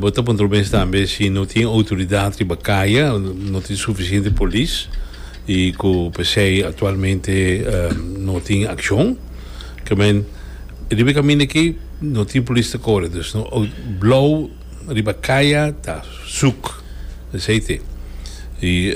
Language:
Papiamento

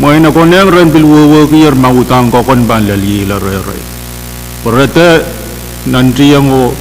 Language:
Pohnpeian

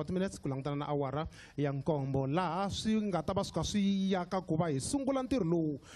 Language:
Tsonga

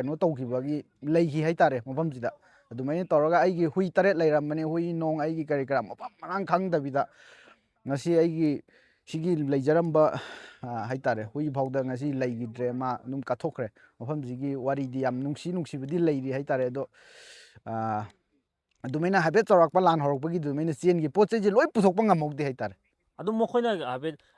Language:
Manipuri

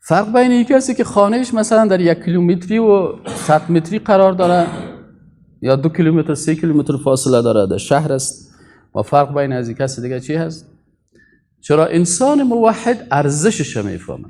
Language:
Persian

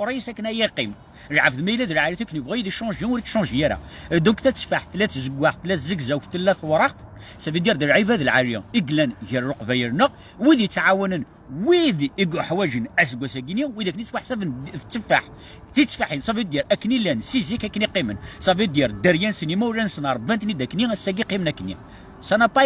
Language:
Kabyle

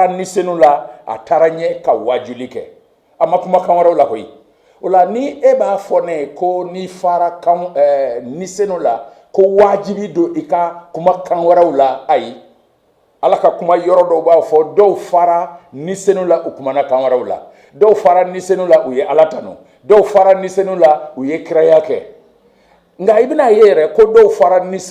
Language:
Bambara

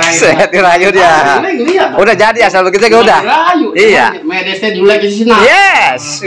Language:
Betawi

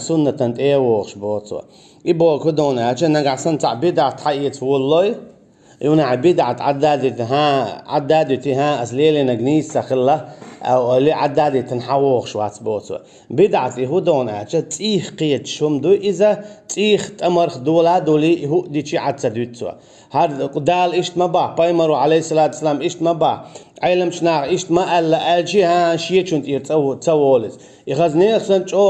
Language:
Chechen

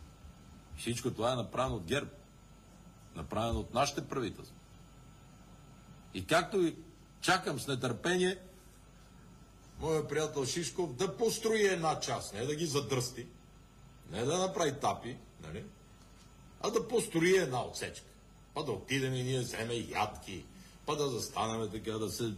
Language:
Bulgarian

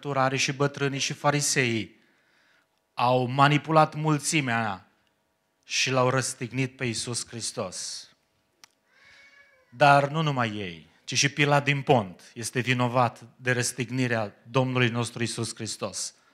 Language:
Romanian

